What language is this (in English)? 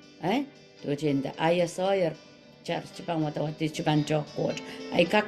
Pohnpeian